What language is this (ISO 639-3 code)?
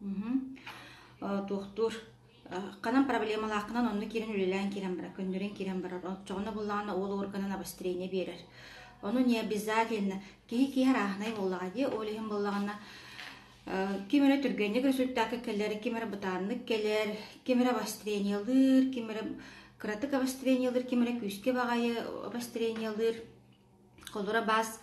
sah